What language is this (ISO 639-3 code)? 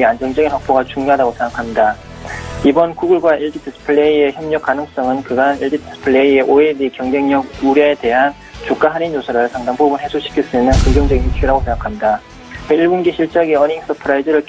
kor